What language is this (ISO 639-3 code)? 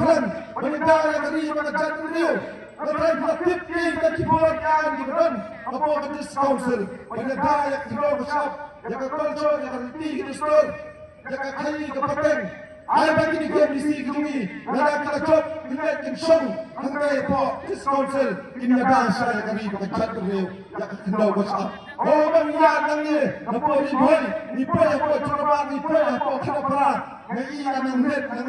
kha